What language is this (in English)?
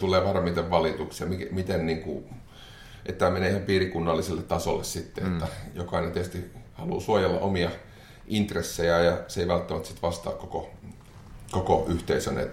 Finnish